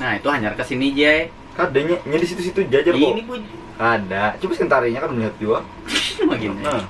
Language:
Banjar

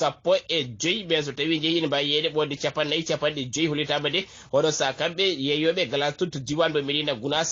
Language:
Fula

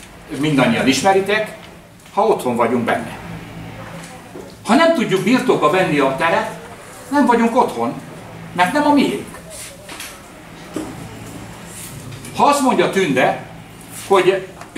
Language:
Hungarian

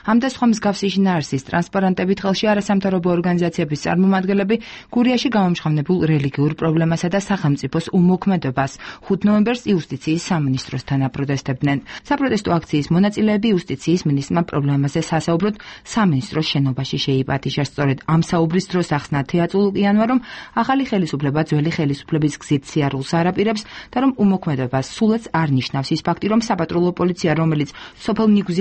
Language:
Georgian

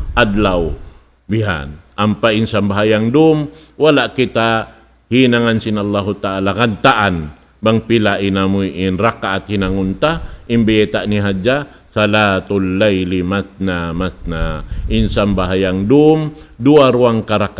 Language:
Tausug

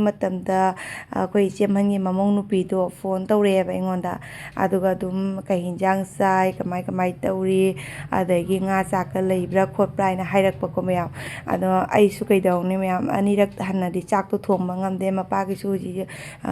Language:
Manipuri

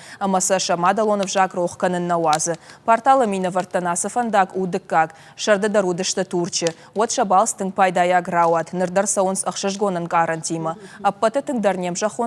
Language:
Ossetic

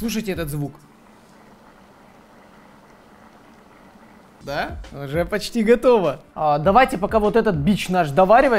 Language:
Russian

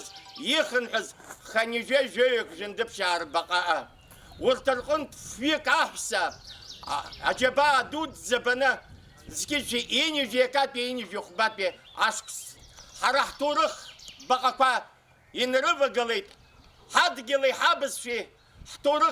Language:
Abkhazian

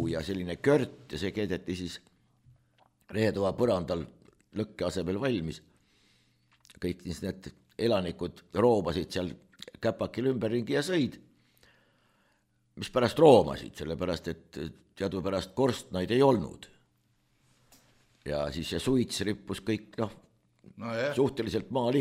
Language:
Estonian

